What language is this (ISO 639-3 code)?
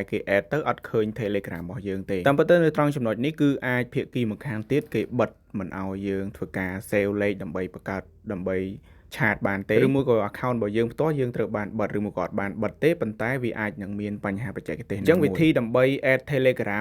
khm